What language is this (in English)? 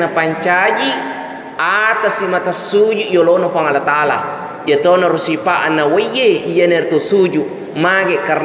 Buginese